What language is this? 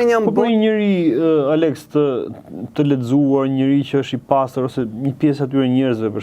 Albanian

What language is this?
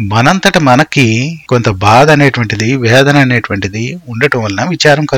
Telugu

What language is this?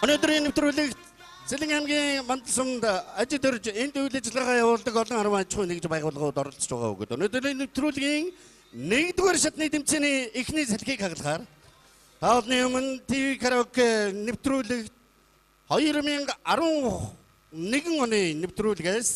Mongolian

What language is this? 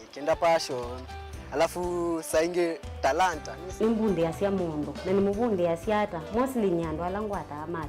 Kamba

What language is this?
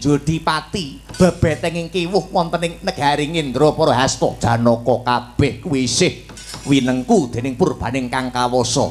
Javanese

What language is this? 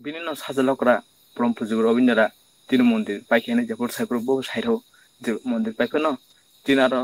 Kok Borok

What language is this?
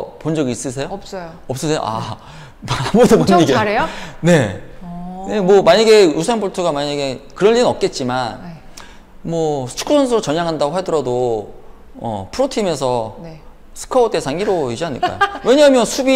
Korean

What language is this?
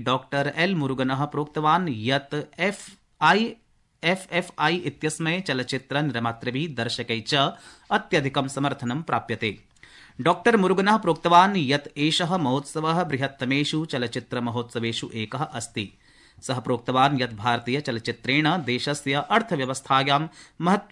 Sanskrit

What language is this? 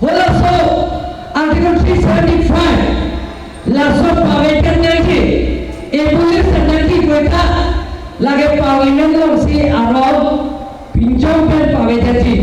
Karbi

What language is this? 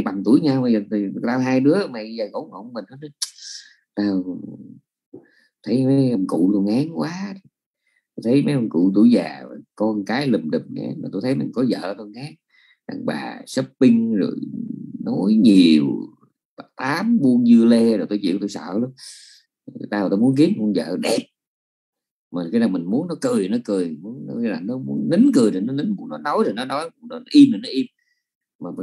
Vietnamese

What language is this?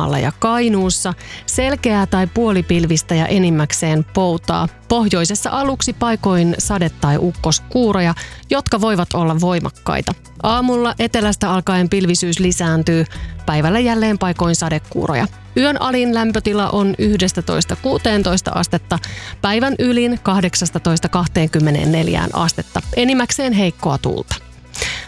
Finnish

